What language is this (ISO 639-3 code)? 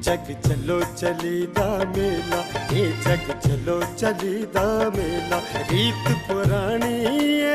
doi